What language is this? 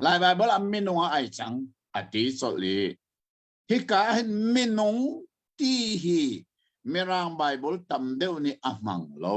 Hakha Chin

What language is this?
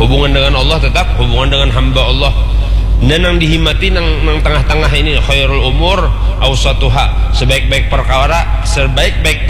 Banjar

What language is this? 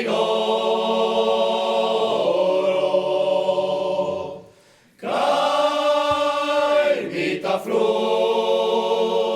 Occitan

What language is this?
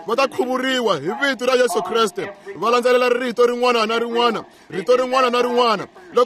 Tsonga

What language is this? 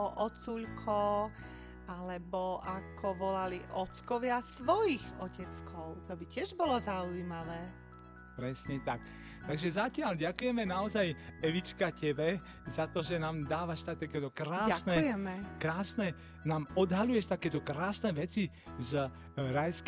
Slovak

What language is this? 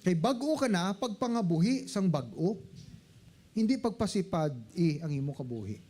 Hiligaynon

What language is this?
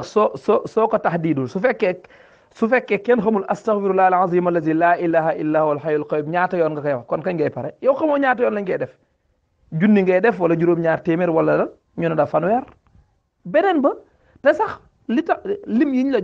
Wolof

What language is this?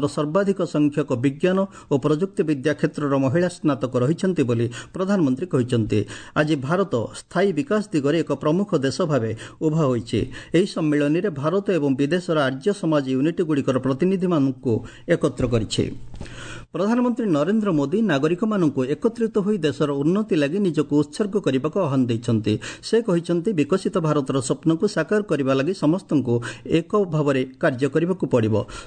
Odia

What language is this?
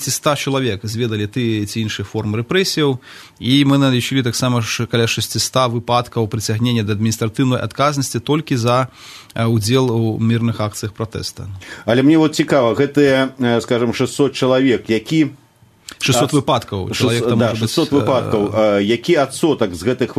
Belarusian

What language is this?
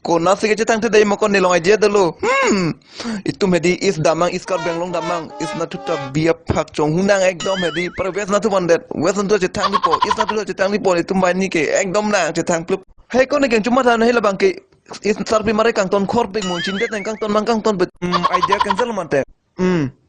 Karbi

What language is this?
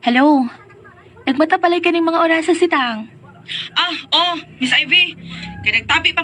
Cebuano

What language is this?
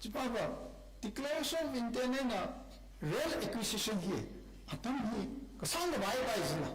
Tangkhul Naga (India)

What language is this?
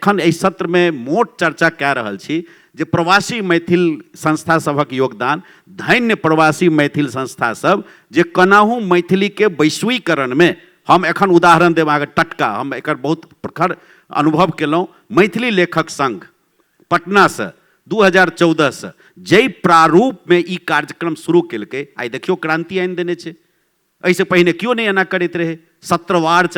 Maithili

